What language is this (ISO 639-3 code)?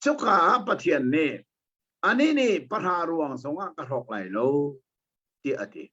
cnh